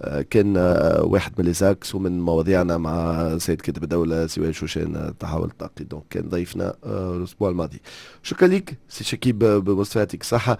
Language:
Tunisian Arabic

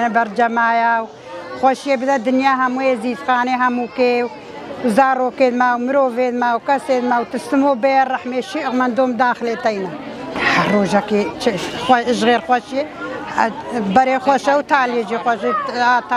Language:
Kurdish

